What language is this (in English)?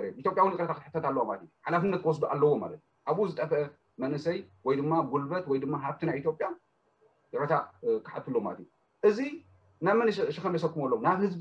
Tigrinya